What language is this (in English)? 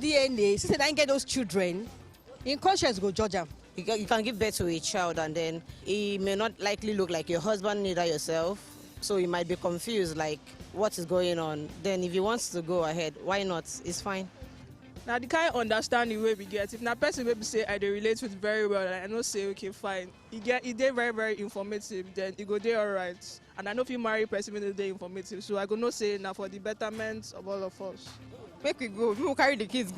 Nigerian Pidgin